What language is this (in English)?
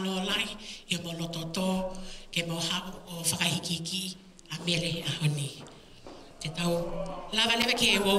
Tongan